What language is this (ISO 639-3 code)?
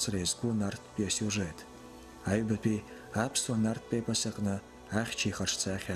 abk